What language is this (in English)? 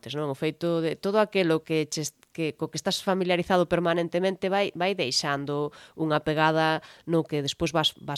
Galician